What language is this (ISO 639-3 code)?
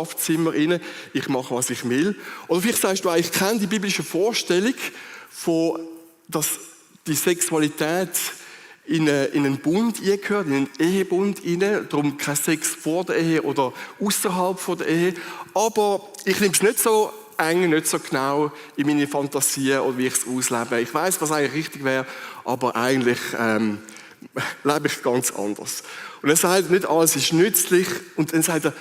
gsw